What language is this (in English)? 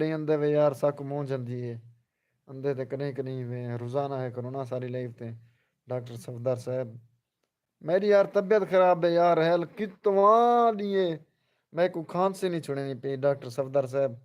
Saraiki